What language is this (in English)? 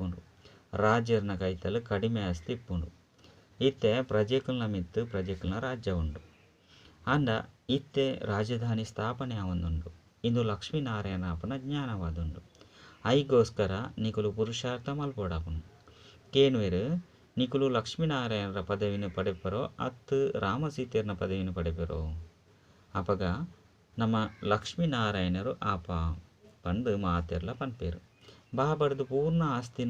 Tulu